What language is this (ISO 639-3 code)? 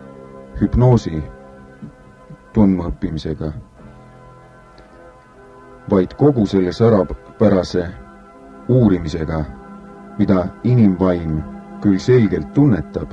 est